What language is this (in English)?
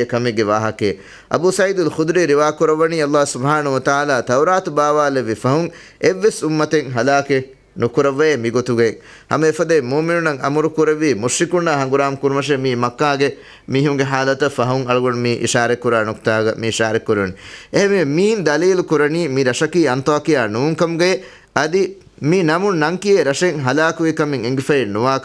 Divehi